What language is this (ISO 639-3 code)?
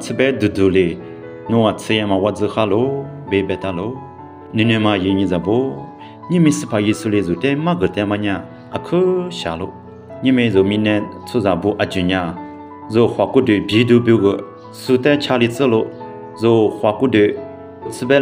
lis